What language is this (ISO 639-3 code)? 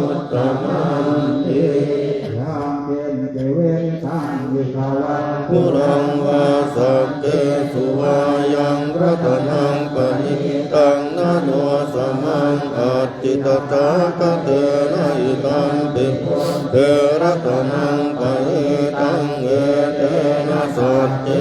pli